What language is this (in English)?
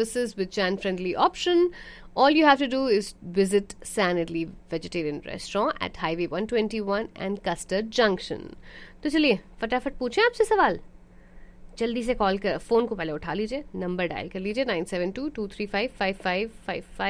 Hindi